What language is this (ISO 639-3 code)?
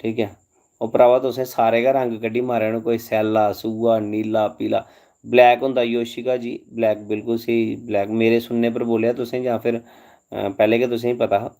doi